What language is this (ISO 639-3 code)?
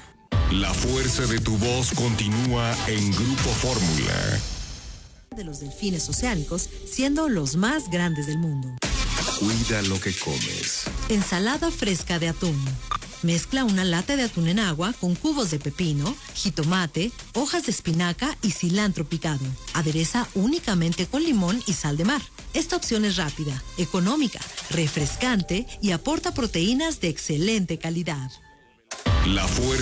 spa